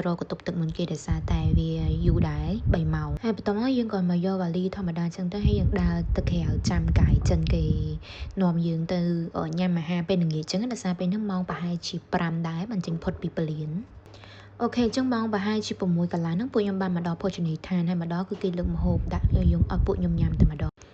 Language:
Khmer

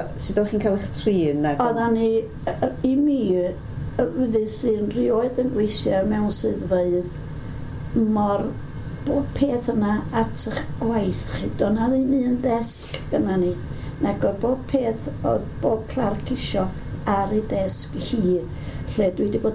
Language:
Welsh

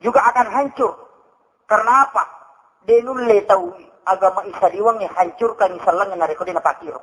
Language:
Buginese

